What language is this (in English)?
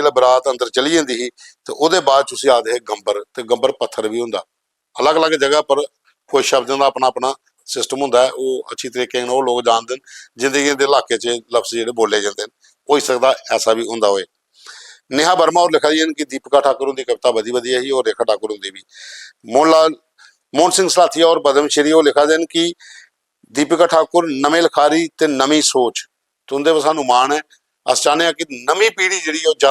Dogri